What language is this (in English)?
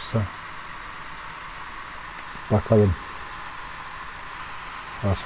Turkish